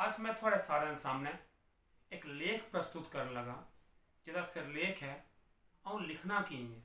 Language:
Dogri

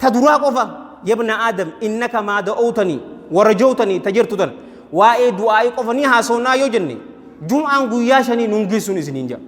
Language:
Oromo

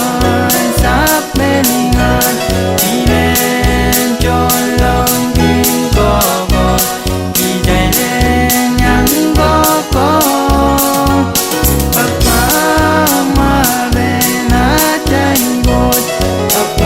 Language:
Pohnpeian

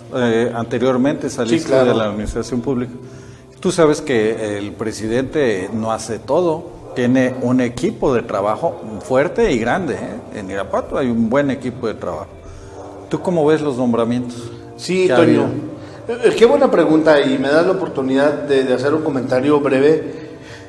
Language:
Spanish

